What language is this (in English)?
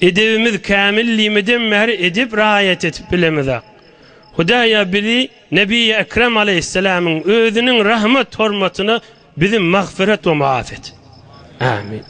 Turkmen